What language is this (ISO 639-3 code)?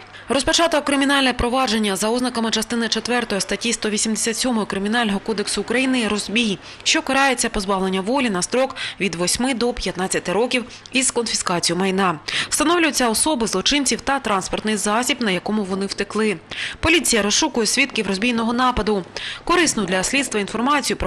ukr